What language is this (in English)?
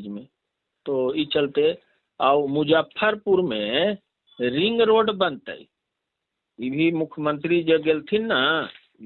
Magahi